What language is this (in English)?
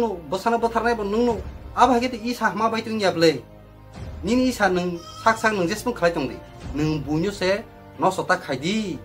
Kok Borok